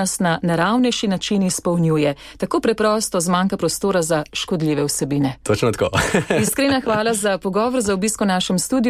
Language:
Slovenian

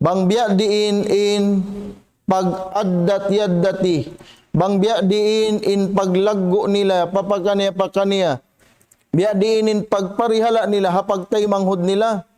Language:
Tausug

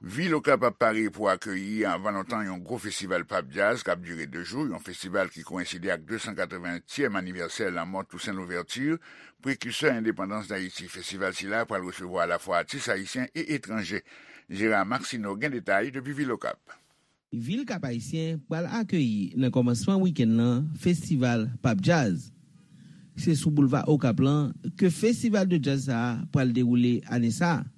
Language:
Haitian Creole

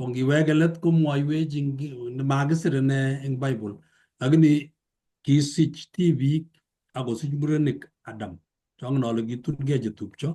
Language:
Kalenjin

